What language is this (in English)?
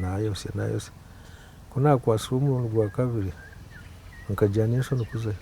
Nyankole